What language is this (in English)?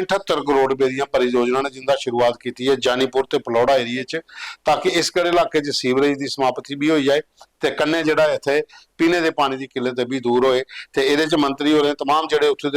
Dogri